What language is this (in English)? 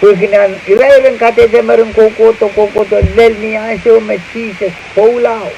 Pohnpeian